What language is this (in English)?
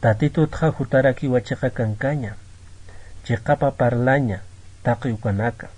Aymara